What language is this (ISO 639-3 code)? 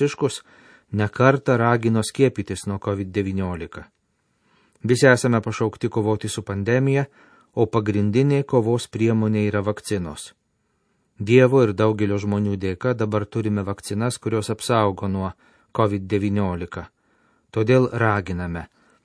lit